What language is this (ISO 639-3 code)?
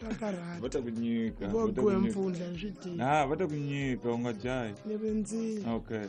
tso